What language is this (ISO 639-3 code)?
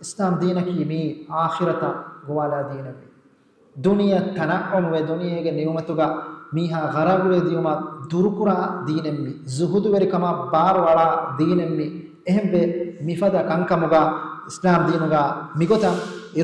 div